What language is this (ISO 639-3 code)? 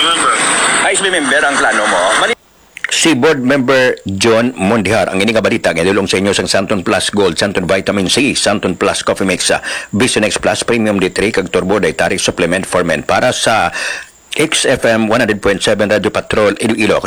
hil